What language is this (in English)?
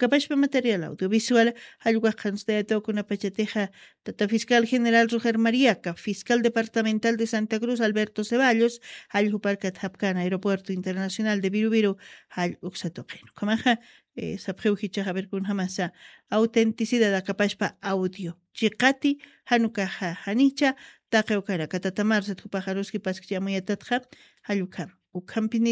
Aymara